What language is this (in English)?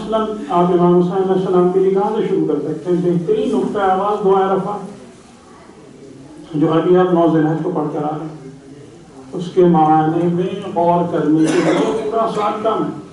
Urdu